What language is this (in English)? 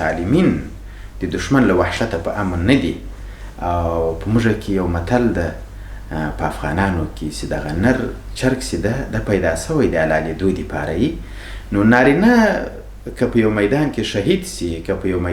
Pashto